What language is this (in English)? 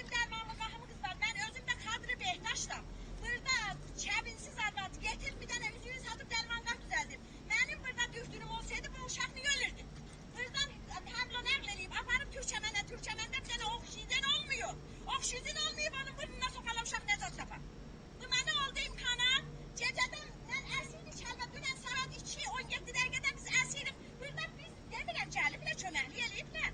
South Azerbaijani